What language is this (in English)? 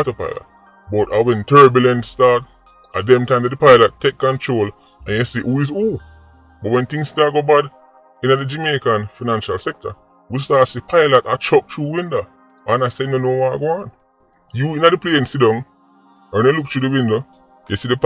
Jamaican Creole English